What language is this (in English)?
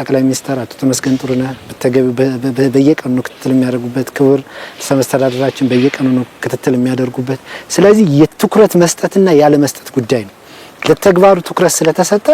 Amharic